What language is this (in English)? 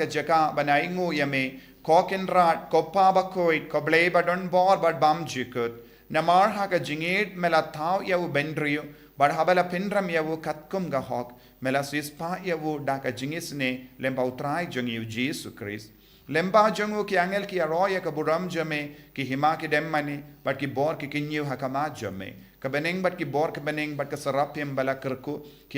Khasi